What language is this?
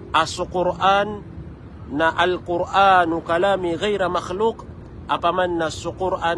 Maranao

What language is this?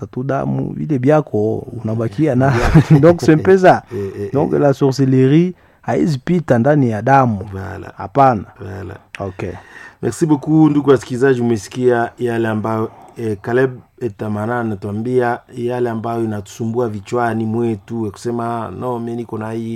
Swahili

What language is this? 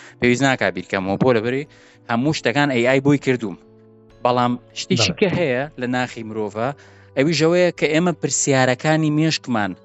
Central Kurdish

